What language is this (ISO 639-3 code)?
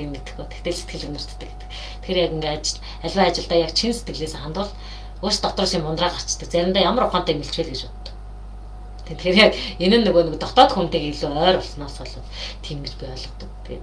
mon